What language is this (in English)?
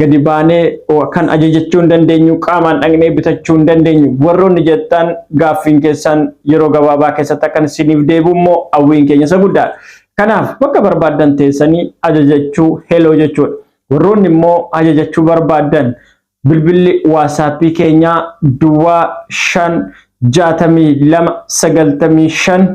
Oromo